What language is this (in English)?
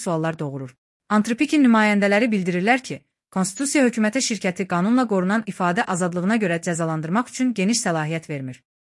Azerbaijani